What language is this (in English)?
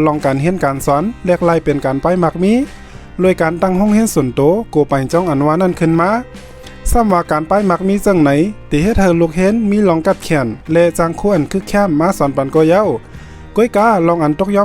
Shan